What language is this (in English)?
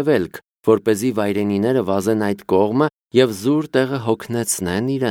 Armenian